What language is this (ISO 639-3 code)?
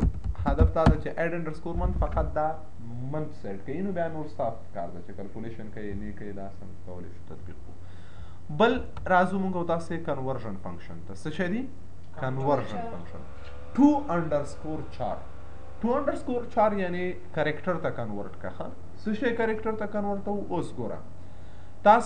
pus